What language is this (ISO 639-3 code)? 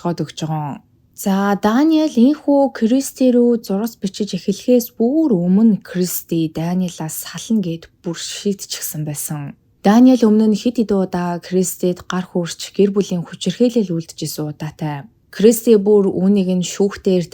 mon